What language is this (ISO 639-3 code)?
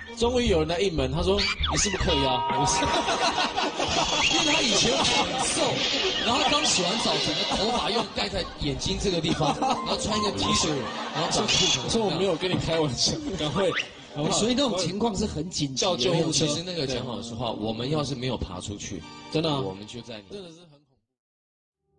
zho